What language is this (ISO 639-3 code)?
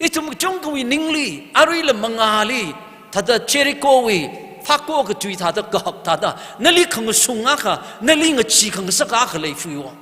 nmf